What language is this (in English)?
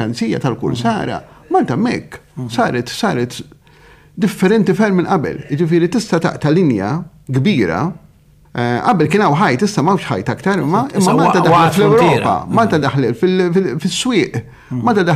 Maltese